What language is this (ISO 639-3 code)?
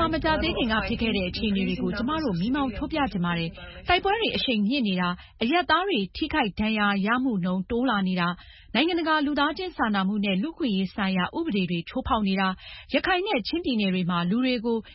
mya